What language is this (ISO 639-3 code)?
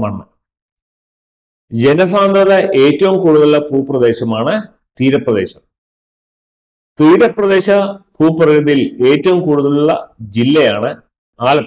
mal